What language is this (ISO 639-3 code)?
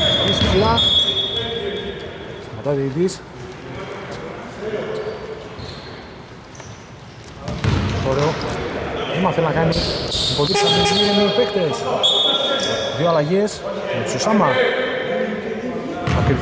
ell